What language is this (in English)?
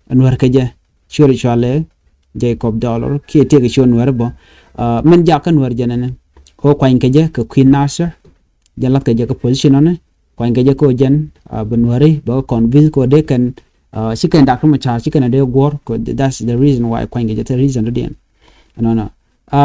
Nuer